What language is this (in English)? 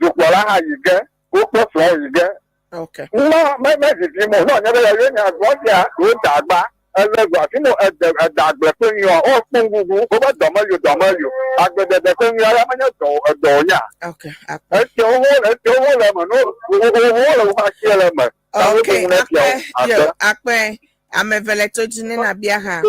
Ewe